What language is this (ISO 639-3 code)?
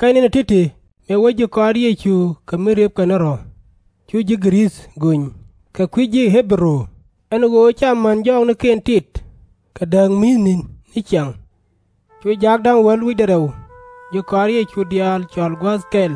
nus